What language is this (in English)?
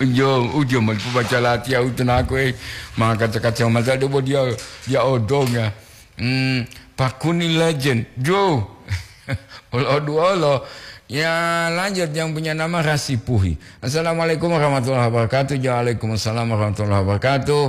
Gorontalo